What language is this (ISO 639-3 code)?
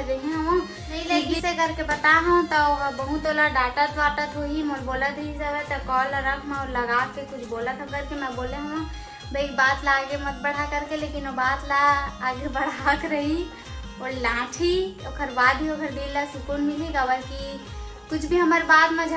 hne